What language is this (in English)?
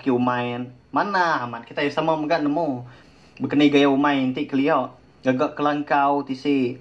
Iban